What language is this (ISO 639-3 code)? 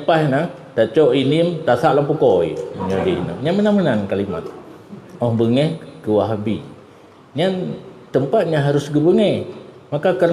ace